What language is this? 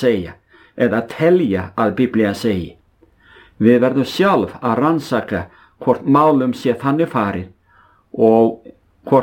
Icelandic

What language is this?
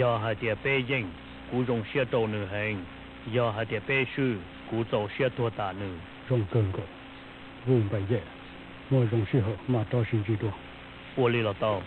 Hmong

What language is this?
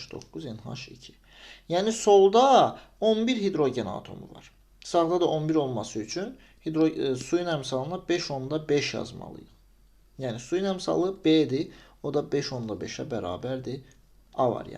Azerbaijani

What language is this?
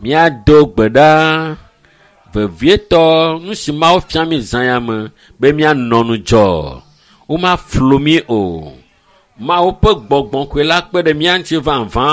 Ewe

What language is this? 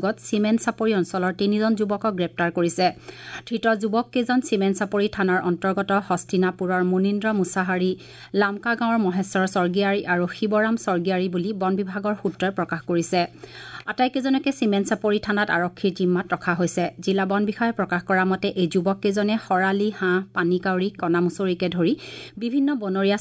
Assamese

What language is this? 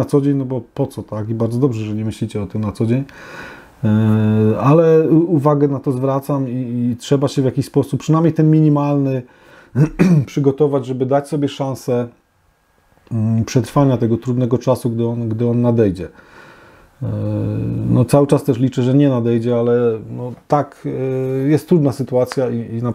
Polish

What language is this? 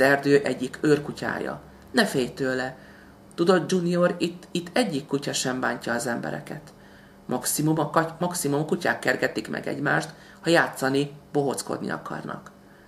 Hungarian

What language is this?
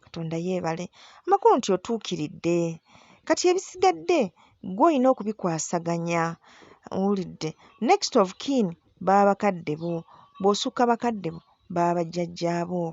Ganda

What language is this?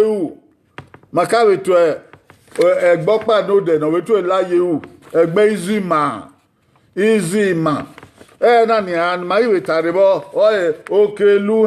Bini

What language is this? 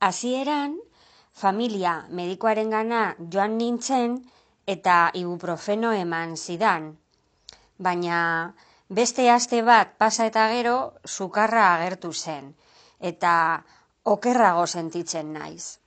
Basque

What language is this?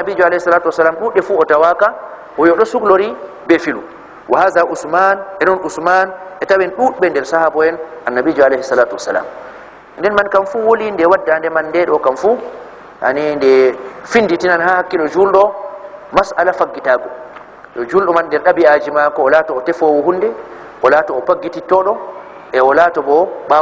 Fula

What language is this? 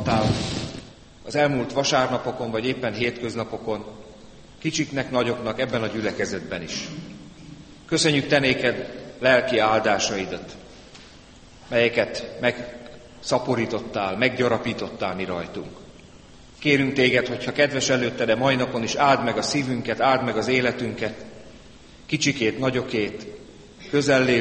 Hungarian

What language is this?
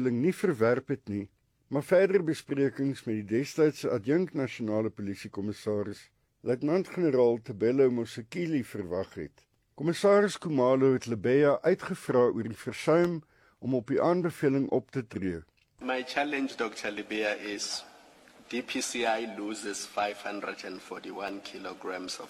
Afrikaans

